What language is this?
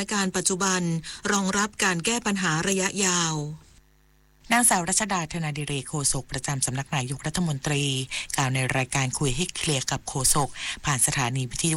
Thai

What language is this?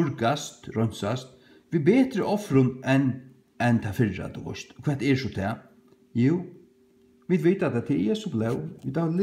Faroese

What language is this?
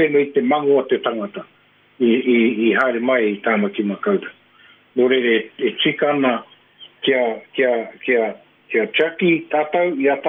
Māori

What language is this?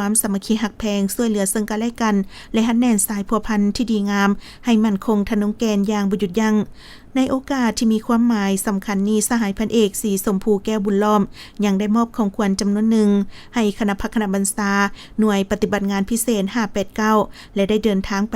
Lao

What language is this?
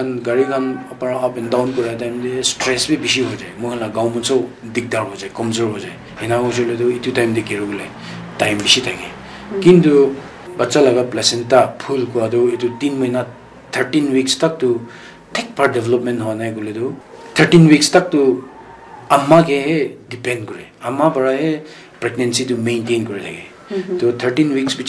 Naga Pidgin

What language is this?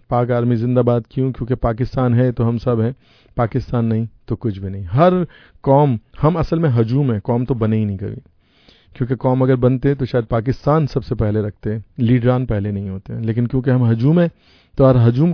Urdu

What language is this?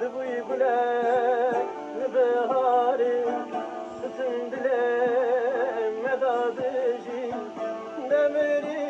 Kurdish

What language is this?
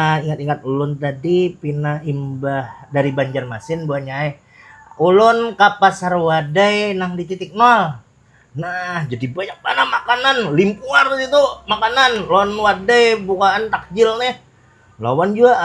Banjar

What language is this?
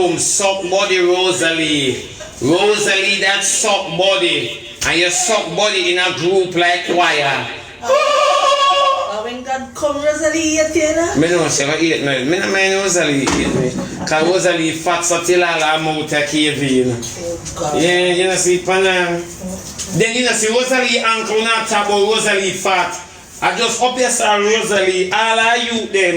Jamaican Creole English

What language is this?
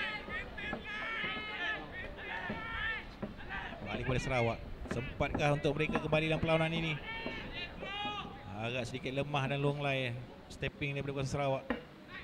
Malay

